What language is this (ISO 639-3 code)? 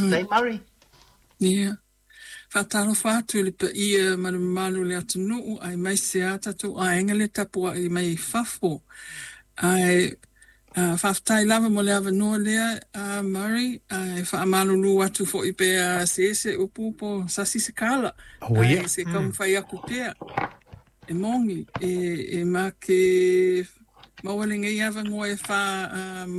smo